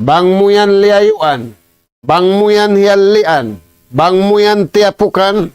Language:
Tausug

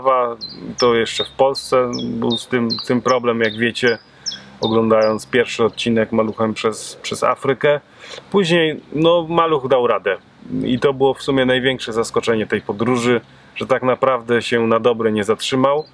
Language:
Polish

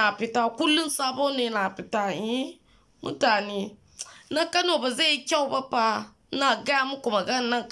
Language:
Hausa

